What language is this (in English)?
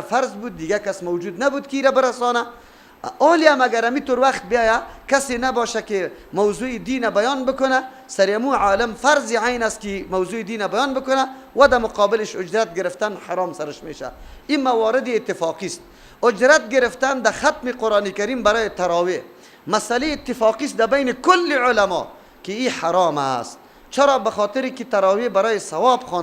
Persian